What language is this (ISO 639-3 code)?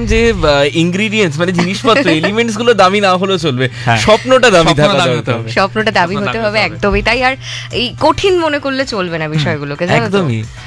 ben